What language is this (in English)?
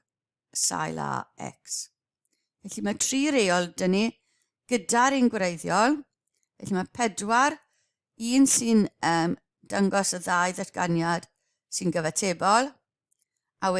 Welsh